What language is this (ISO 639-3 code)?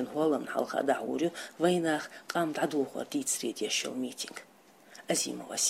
che